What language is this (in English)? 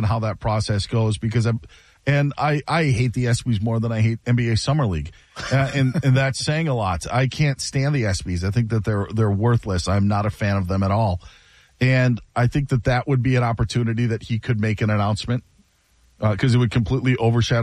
English